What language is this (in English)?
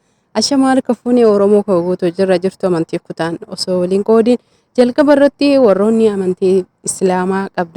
Oromo